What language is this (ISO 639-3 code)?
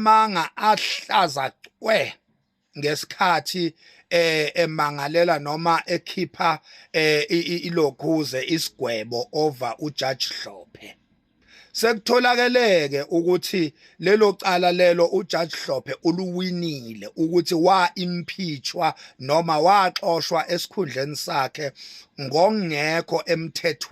zul